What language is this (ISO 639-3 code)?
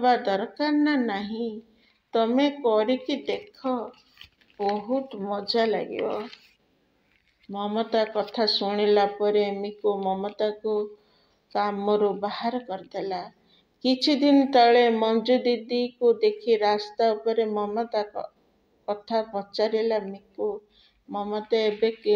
ori